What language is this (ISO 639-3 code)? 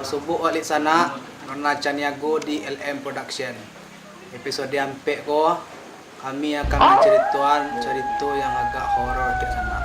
min